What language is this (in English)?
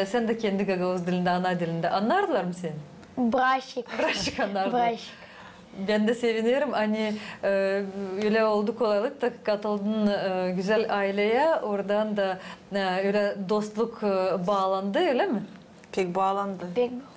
Gagauz